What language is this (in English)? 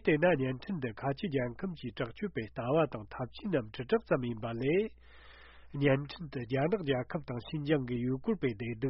Tibetan